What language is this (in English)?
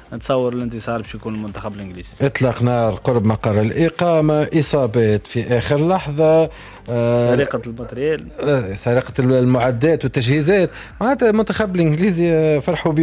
Tunisian Arabic